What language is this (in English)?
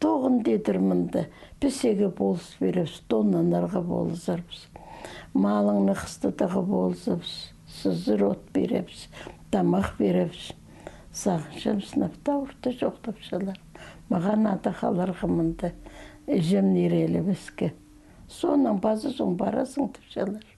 Khakas